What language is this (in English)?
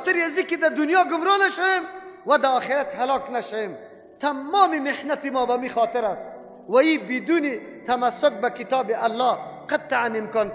Persian